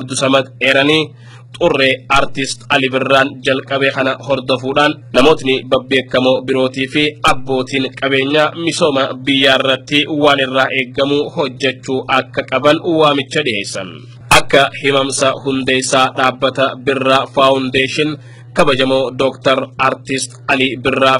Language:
Oromo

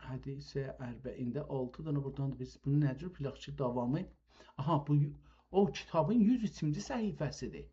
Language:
South Azerbaijani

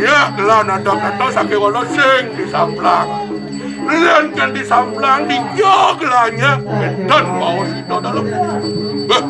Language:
Balinese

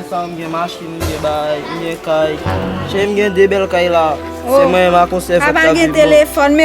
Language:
Haitian Creole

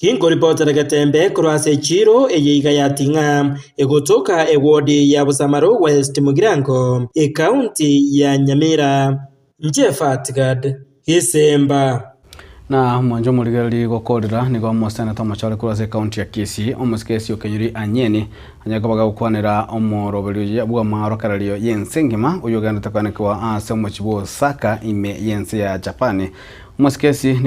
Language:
Gusii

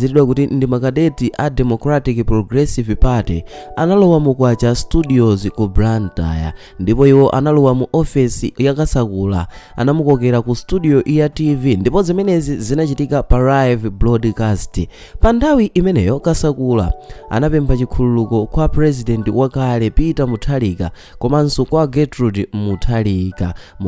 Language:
Nyanja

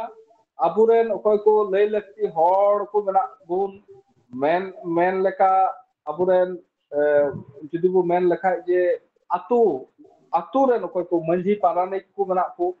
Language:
Santali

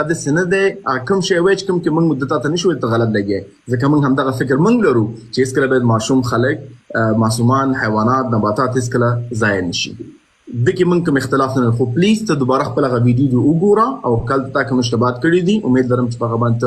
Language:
Pashto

